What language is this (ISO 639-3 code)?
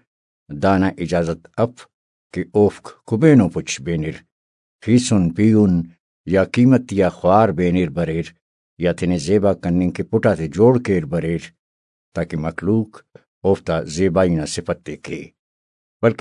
brh